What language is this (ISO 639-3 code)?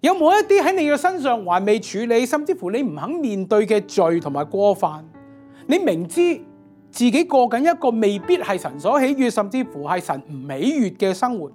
yue